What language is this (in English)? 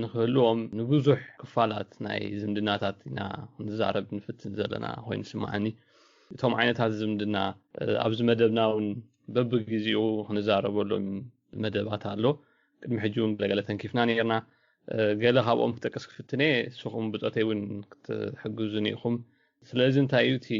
Tigrinya